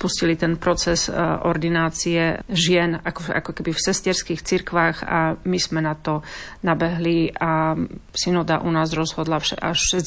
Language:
Slovak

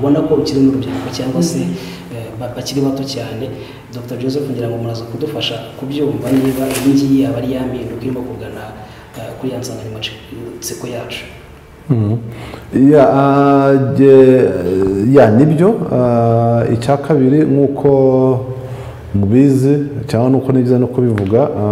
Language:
Kinyarwanda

